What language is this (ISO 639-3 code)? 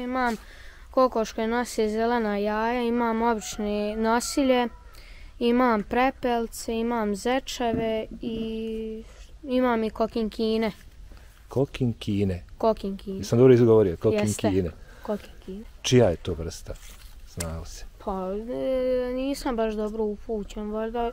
bos